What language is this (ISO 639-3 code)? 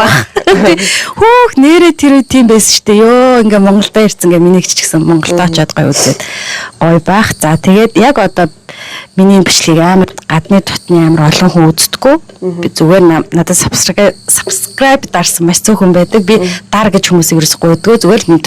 mon